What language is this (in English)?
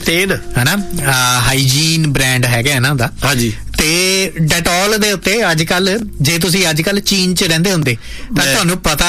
Punjabi